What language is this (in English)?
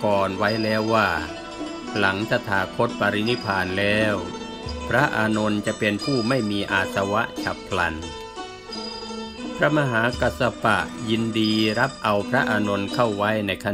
Thai